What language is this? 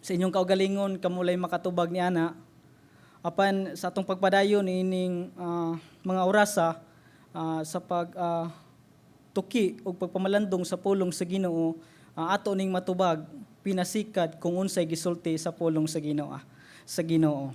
Cebuano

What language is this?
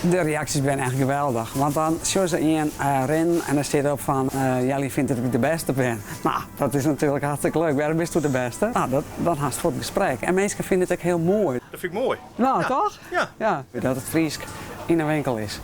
Western Frisian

